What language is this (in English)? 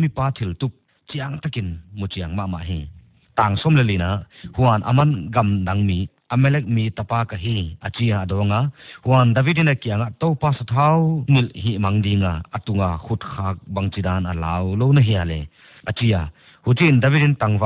Paite Chin